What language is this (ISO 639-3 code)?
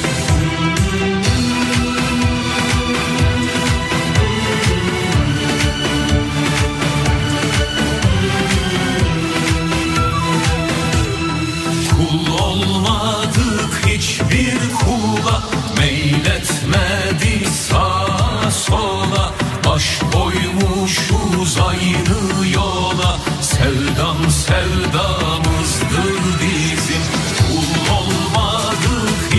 tur